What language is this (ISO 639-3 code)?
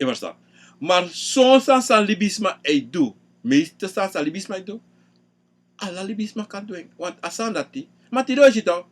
srn